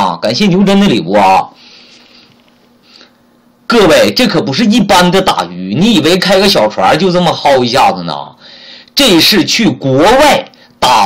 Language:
Chinese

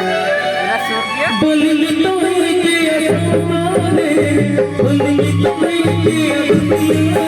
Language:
Santali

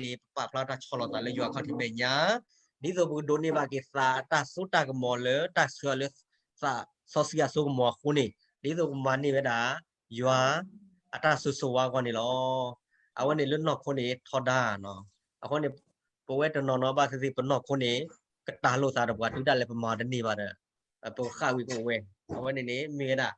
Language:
S'gaw Karen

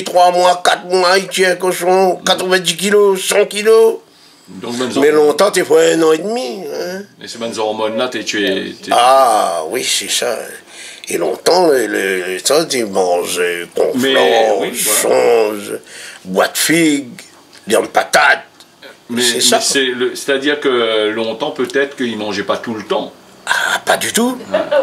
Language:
Réunion Creole French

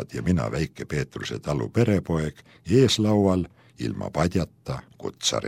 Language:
Estonian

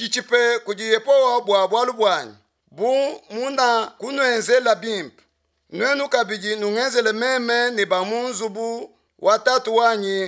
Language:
Luba-Lulua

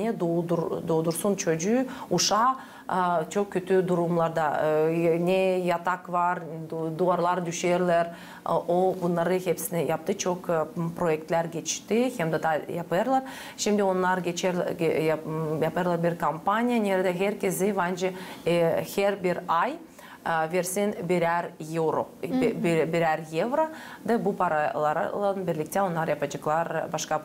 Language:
Gagauz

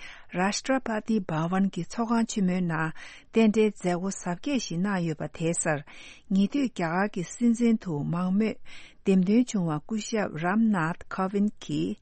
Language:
Tibetan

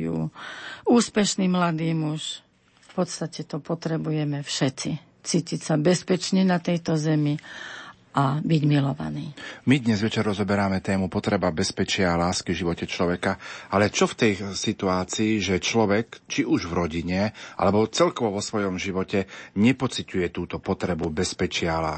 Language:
Slovak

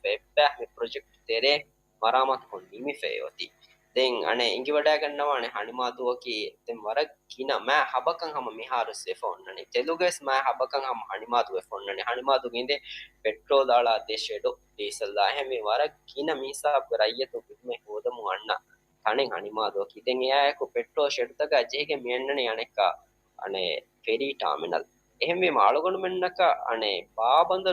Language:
Divehi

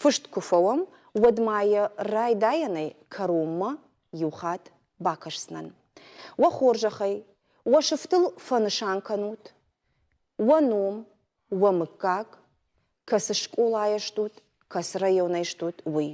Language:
Ossetic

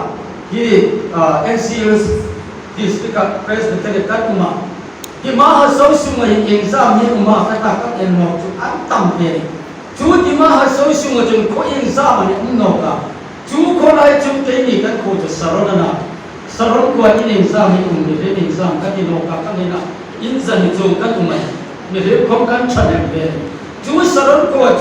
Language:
Hmar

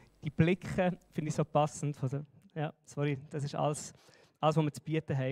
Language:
Swiss German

